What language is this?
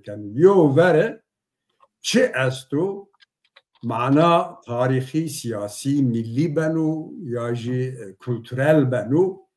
Zaza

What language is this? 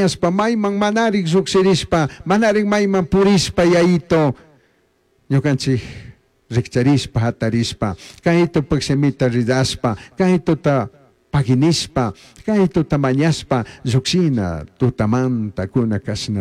Chimborazo Highland Quichua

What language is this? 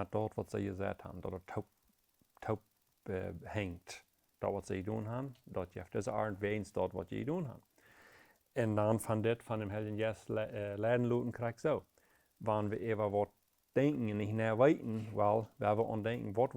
Plautdietsch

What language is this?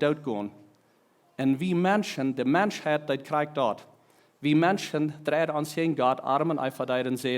Plautdietsch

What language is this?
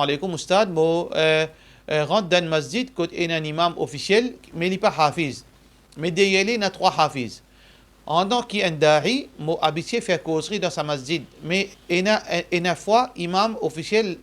Morisyen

